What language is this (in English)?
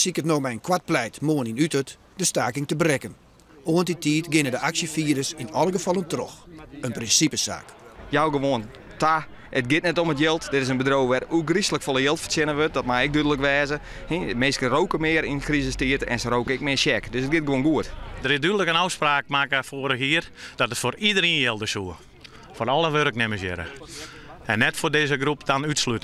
Western Frisian